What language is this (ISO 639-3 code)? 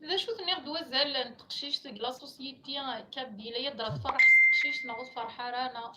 kab